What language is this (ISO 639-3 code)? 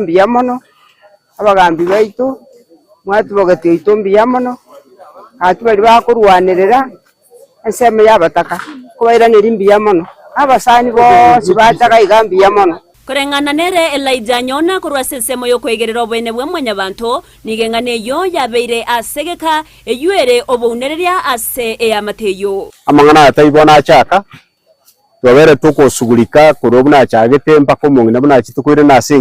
guz